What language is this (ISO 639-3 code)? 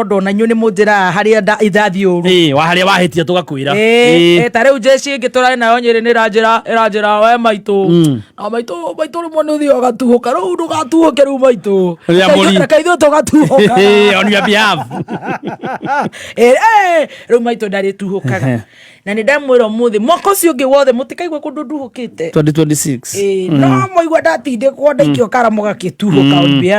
kik